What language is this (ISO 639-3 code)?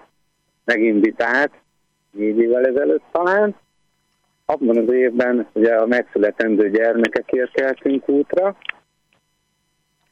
hun